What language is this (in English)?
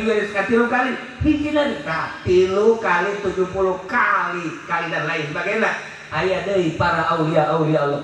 Sundanese